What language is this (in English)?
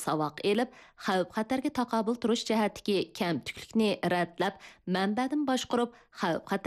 Uyghur